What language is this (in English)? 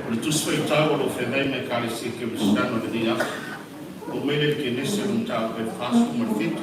Samoan